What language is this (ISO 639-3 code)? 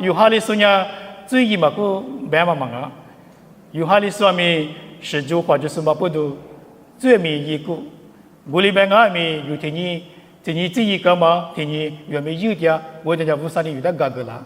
lis